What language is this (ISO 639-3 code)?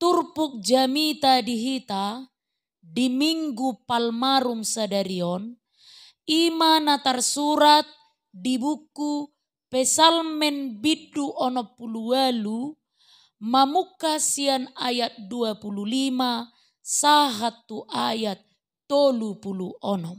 bbc